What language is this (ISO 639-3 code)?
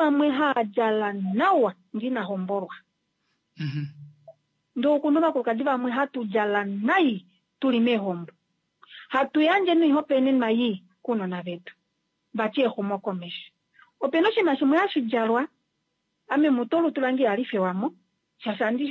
kua